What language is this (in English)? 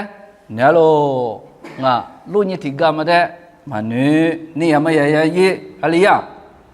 Lisu